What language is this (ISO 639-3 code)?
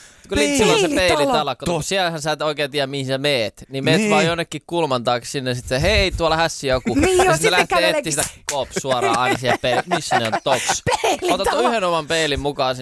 fin